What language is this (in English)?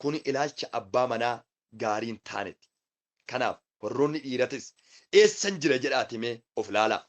Oromo